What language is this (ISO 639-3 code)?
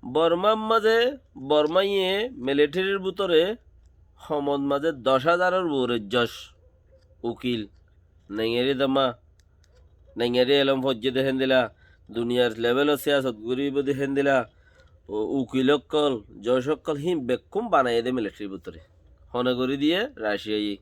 rhg